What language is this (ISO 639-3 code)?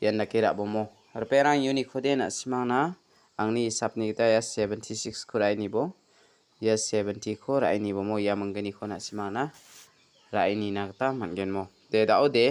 grt